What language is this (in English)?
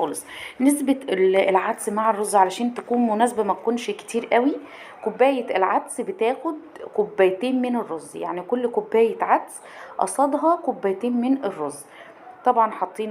Egyptian Arabic